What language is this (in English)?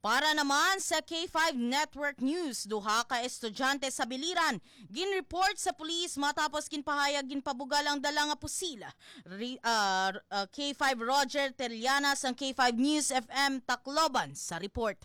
Hiligaynon